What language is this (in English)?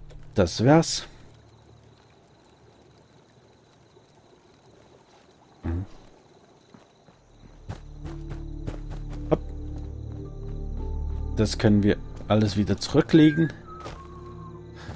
German